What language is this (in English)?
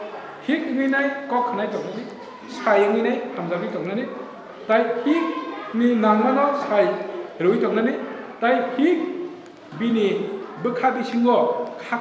Kok Borok